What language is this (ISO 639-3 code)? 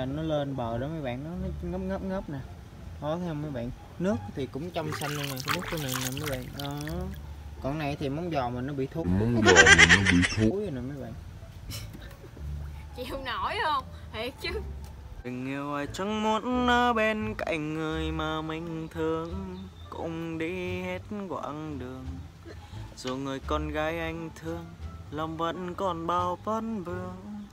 vie